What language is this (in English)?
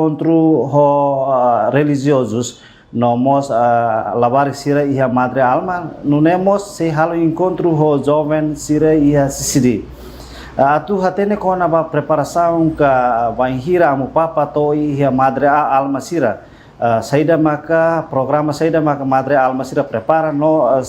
Tetum